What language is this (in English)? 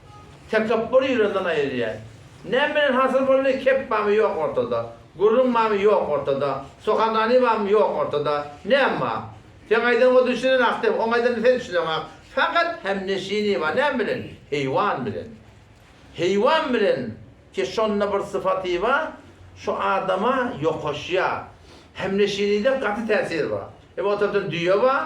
Turkmen